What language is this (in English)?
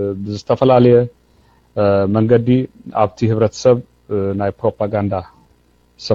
Tigrinya